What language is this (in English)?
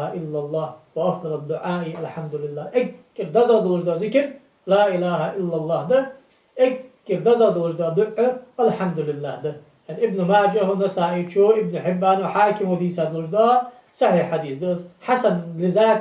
Ingush